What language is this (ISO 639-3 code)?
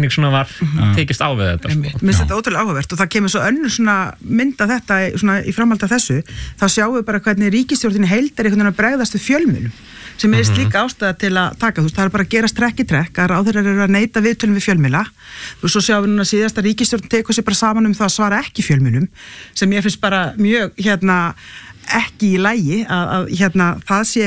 isl